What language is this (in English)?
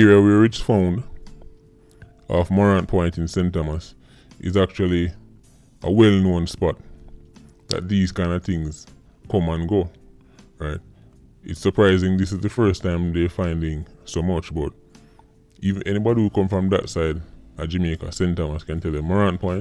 Jamaican Creole English